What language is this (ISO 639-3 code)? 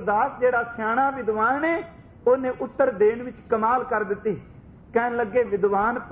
pan